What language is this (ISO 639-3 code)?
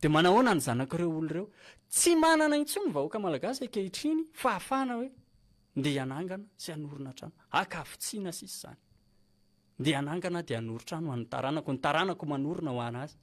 mlg